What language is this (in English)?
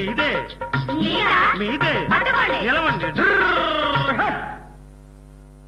Telugu